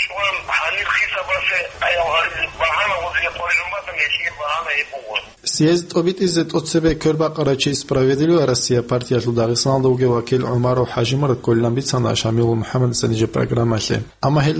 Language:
Avaric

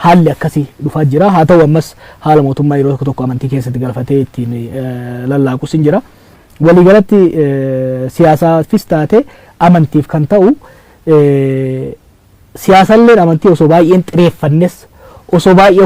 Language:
Oromo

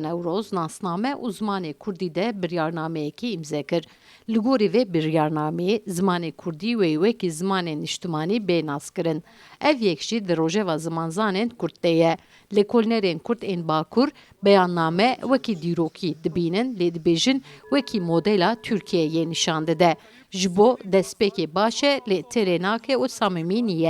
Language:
Kurdish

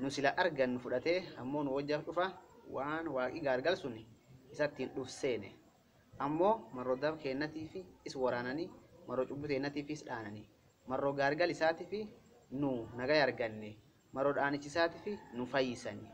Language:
Oromo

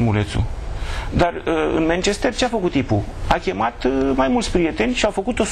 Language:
Romanian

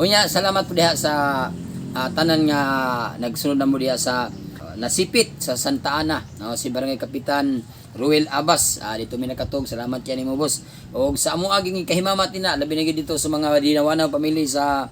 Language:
Cebuano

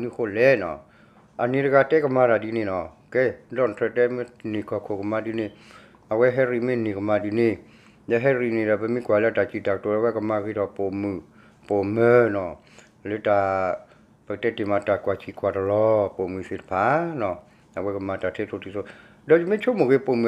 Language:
S'gaw Karen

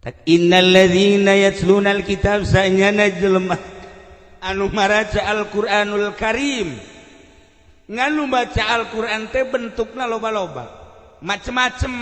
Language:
Sundanese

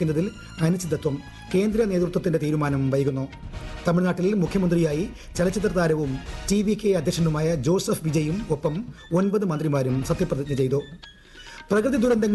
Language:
Malayalam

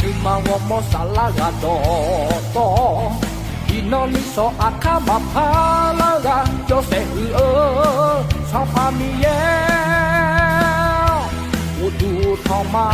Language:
Akha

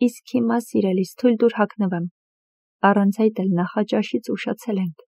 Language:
Armenian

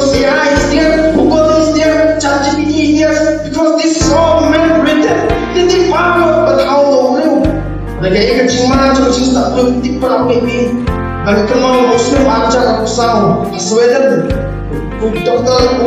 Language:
Khasi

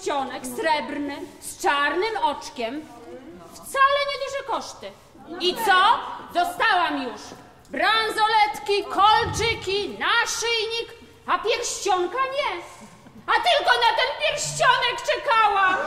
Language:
Polish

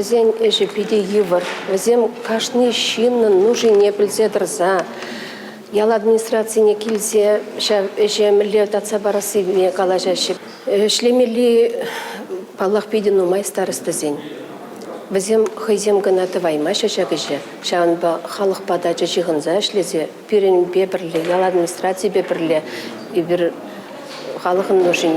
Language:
Chuvash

